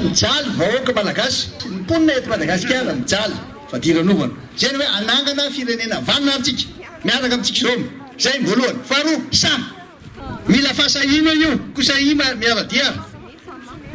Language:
Malagasy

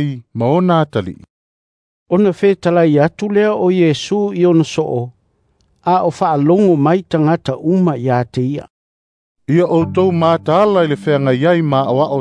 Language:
Samoan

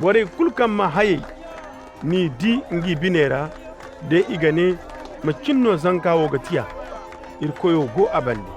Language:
Koyraboro Senni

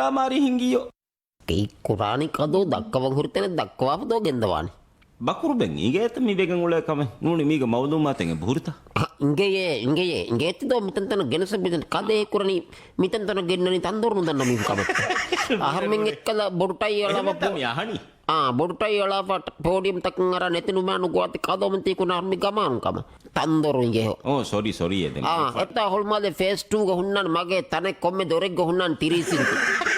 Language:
Divehi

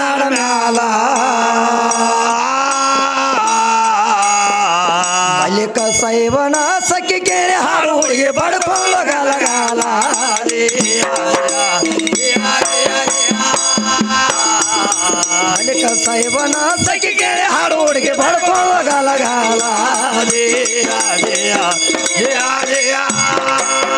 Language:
Kannada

